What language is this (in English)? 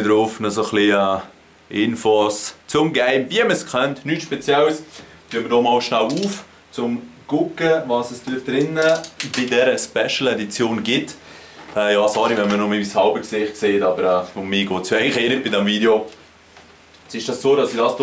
Swiss German